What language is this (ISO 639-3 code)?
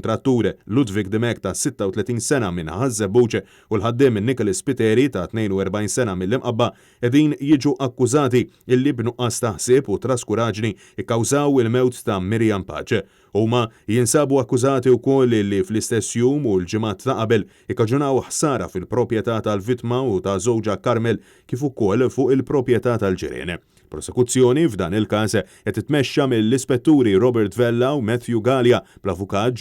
mlt